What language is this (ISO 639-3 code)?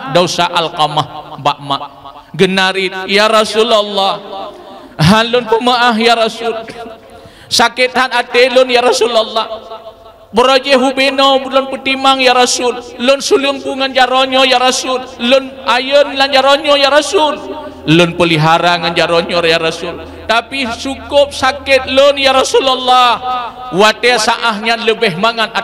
ace